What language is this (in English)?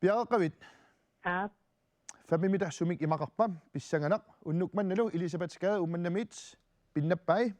Kalaallisut